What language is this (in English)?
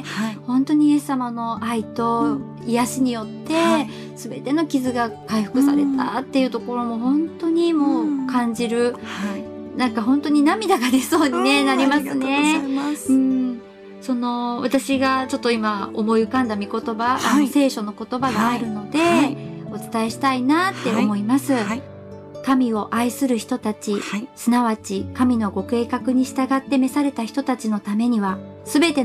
Japanese